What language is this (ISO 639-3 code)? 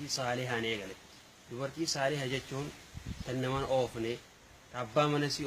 orm